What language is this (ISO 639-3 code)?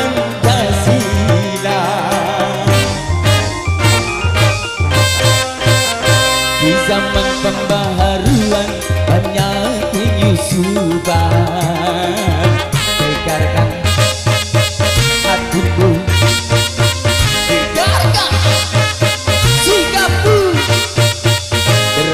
ind